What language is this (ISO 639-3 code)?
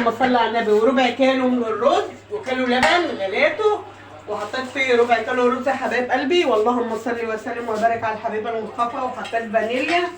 arz